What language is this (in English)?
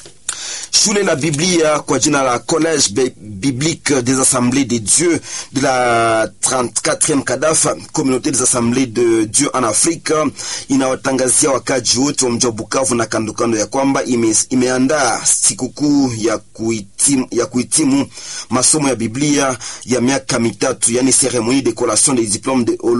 Swahili